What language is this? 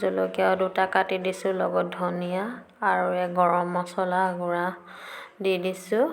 Assamese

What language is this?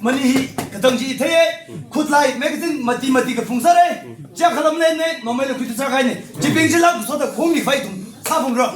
Tangkhul Naga (India)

